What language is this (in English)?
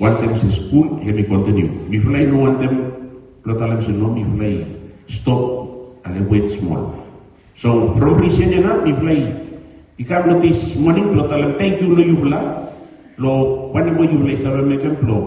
Bislama